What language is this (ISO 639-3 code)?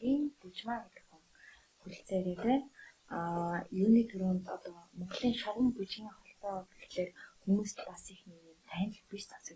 mon